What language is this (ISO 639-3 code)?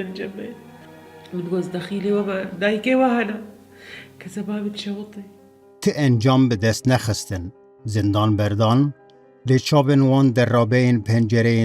kur